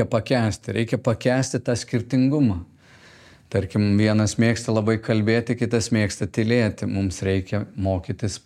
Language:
Lithuanian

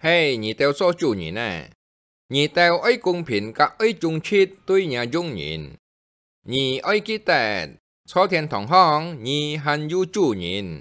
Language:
Hakka Chinese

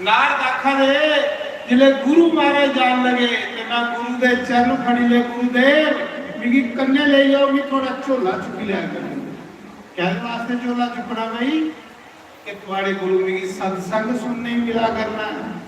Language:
Dogri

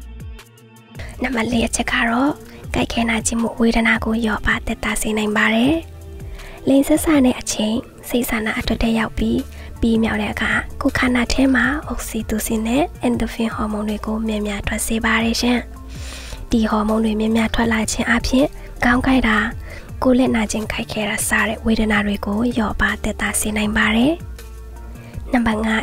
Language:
Burmese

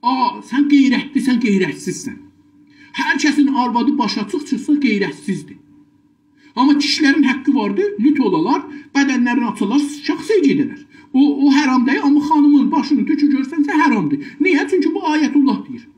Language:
South Azerbaijani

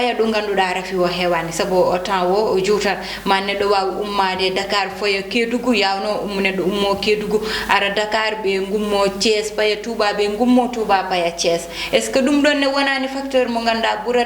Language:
Fula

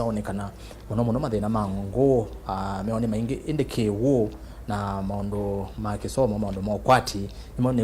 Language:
Kamba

